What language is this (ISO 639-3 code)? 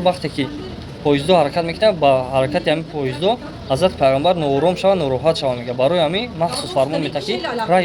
tgk